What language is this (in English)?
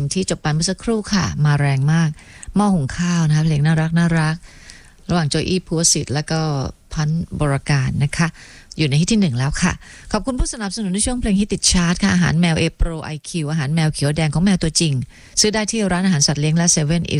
Thai